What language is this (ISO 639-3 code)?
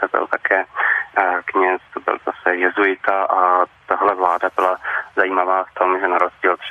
ces